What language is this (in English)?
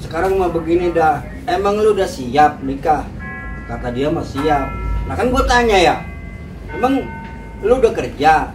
Betawi